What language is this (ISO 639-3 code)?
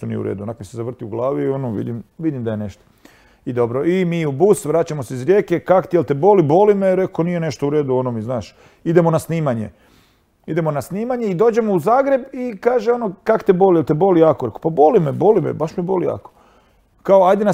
hrv